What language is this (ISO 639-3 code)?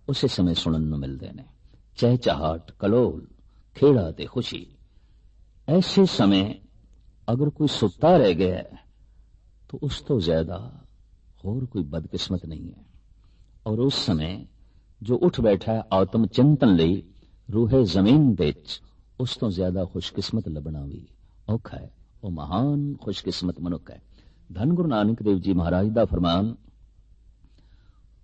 pan